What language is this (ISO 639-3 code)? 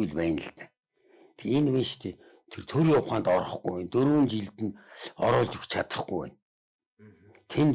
mon